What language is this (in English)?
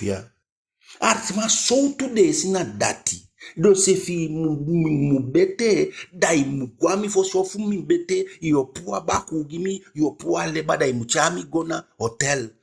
Eastern Maroon Creole